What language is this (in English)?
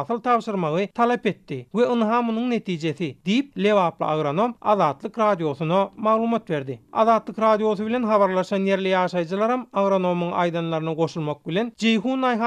Turkmen